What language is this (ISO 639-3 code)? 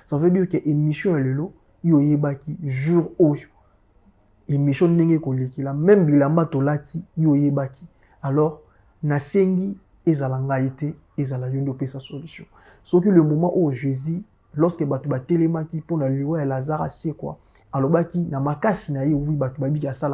lin